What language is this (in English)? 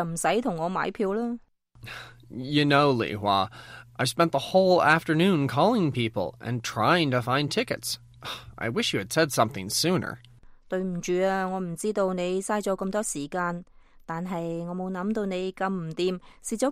Cantonese